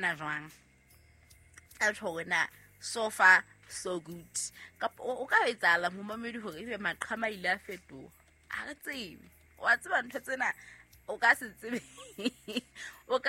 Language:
Southern Sotho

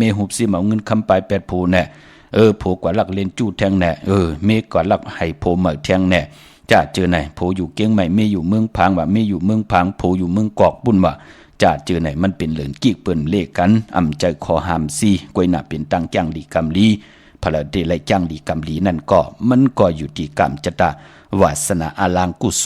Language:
Shan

